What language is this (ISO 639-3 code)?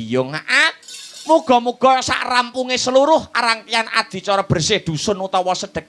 jav